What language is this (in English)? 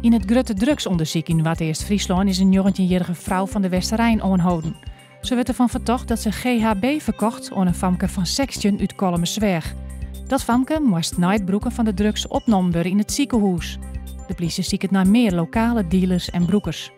Western Frisian